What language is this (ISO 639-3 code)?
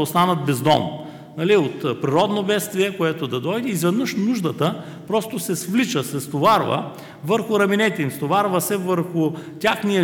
bul